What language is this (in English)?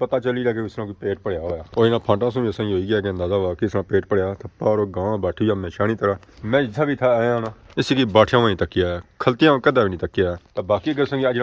Pahari-Potwari